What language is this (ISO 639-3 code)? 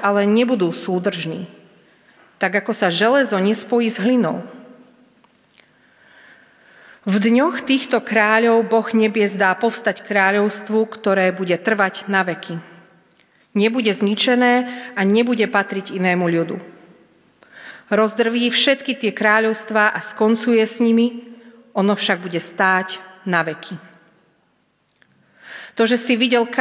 slk